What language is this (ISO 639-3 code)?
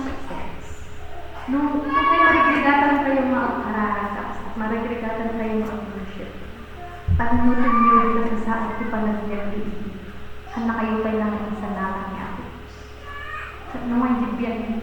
ilo